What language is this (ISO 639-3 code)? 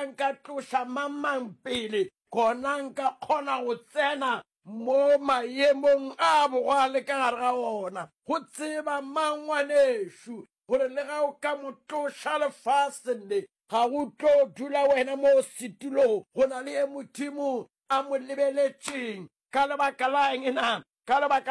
nso